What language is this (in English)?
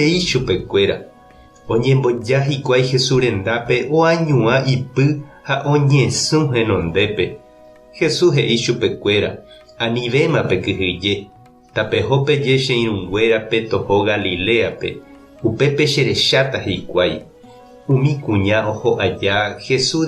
Guarani